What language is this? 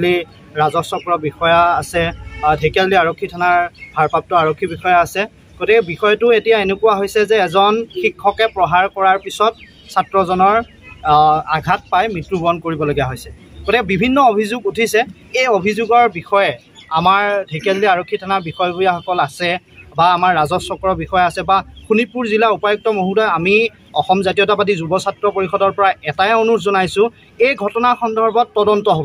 Assamese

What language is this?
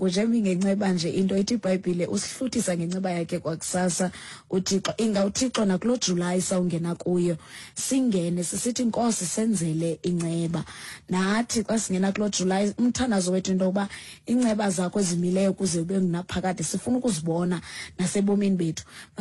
Xhosa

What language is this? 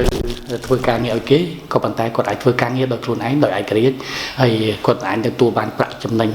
Khmer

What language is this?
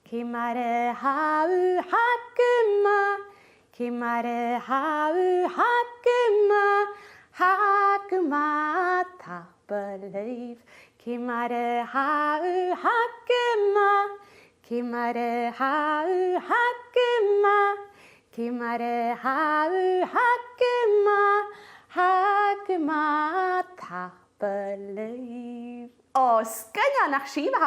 Scottish Gaelic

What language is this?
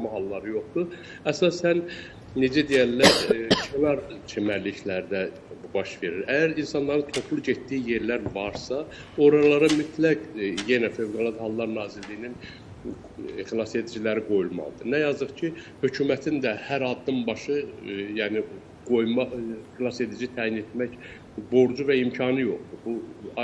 Azerbaijani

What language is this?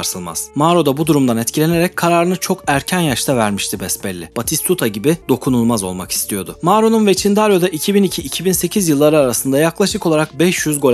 Turkish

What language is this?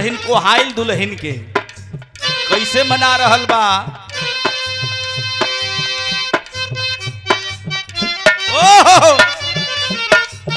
Bhojpuri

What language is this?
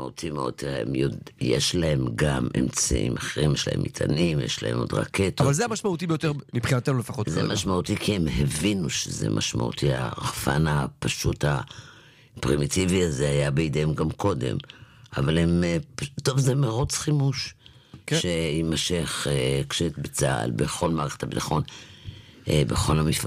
Hebrew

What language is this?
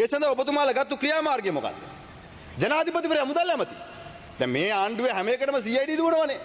Sinhala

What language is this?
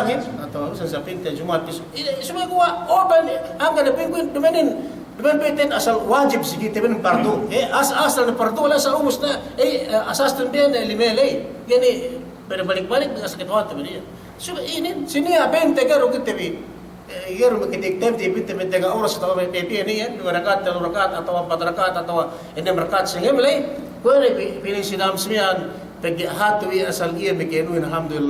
Yakan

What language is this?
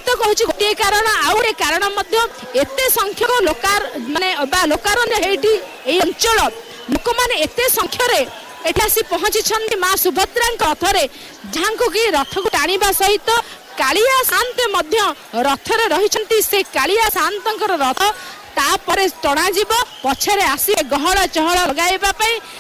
Odia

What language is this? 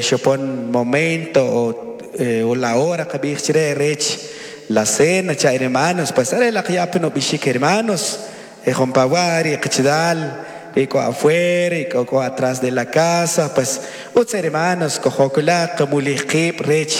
Kʼicheʼ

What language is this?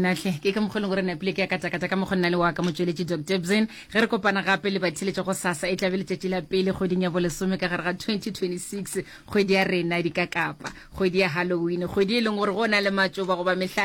Northern Sotho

